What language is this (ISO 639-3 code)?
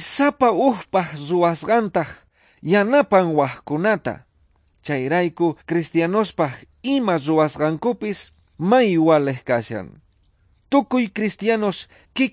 quh